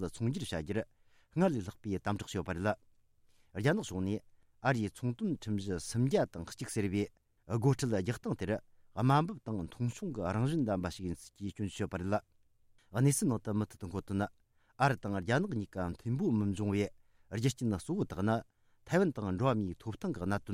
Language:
Tibetan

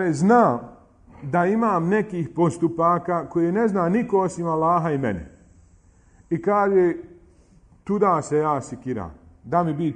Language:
Bosnian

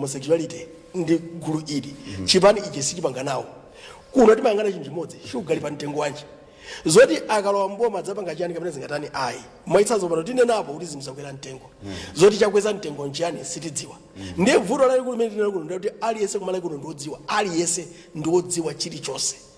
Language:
Nyanja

